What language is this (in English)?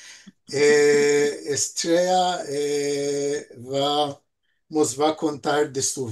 Ladino